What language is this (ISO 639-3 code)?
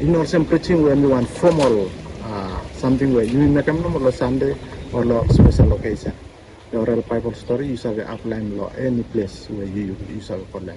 bis